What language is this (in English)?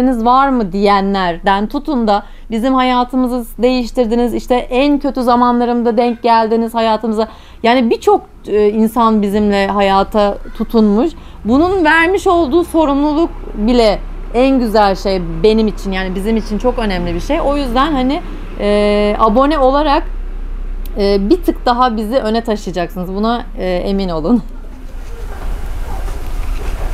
Turkish